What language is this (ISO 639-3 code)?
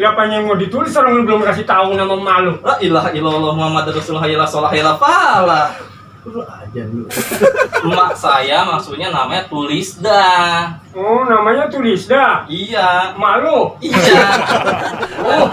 bew